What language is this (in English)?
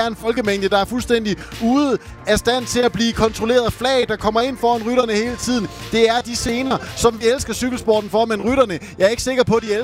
Danish